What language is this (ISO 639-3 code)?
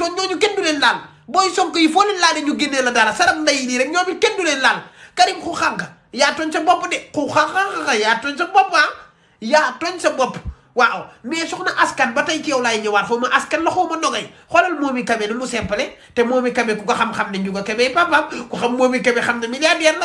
wol